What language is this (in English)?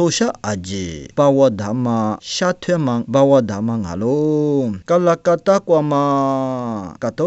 Lisu